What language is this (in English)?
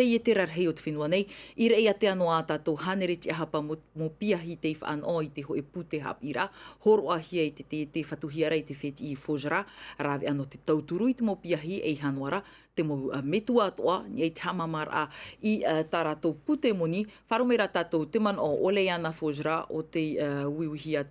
Tahitian